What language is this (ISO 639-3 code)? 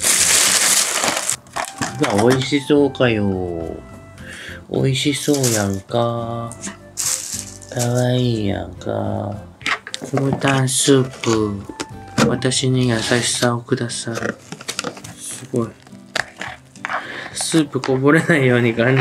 jpn